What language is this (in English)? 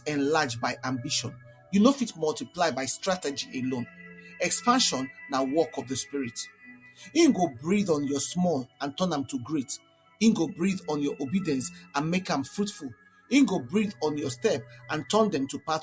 Nigerian Pidgin